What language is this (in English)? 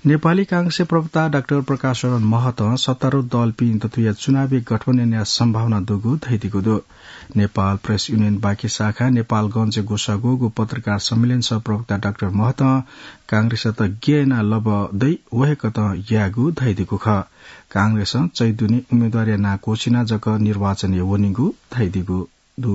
Newari